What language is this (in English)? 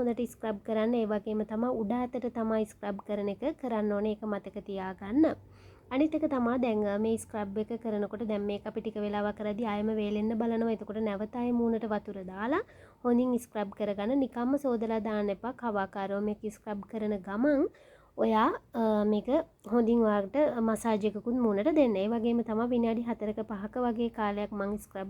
Sinhala